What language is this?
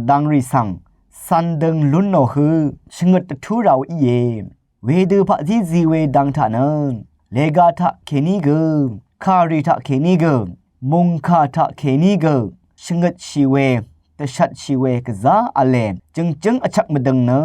Rawang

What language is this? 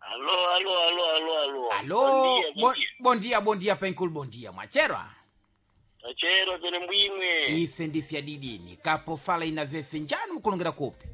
Sena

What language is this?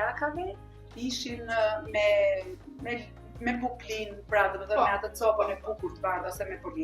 Albanian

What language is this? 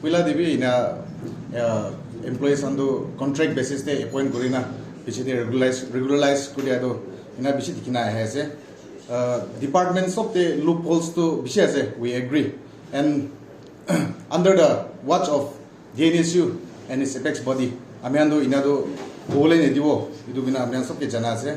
Naga Pidgin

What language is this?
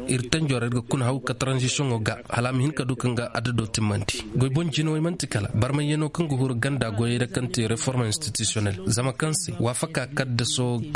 Koyraboro Senni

